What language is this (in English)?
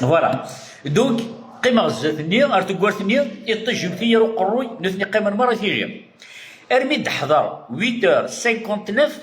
Kabyle